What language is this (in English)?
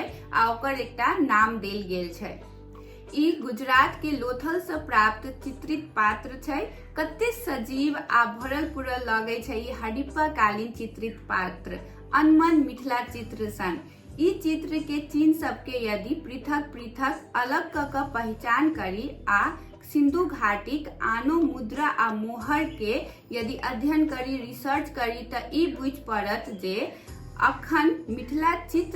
Maithili